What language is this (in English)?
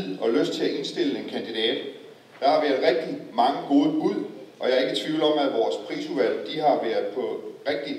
Danish